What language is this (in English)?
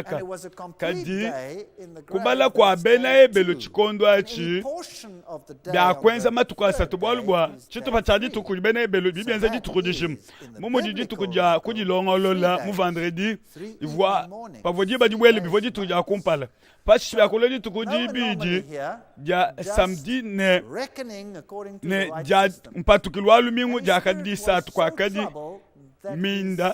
Luba-Lulua